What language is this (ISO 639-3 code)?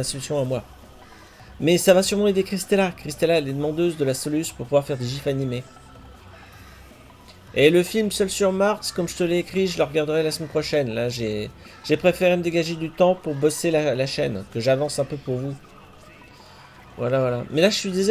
fra